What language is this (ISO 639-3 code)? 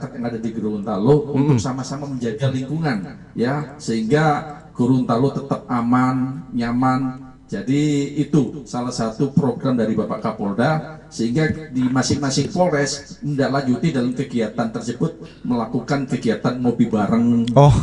ind